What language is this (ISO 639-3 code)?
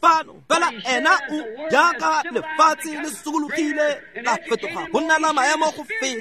tsn